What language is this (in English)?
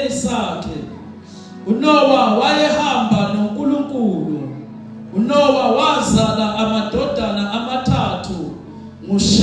Zulu